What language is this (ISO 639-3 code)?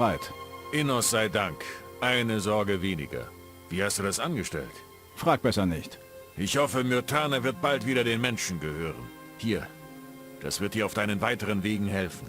bar